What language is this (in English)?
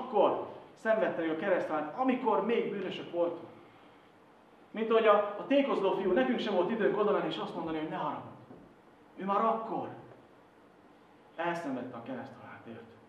Hungarian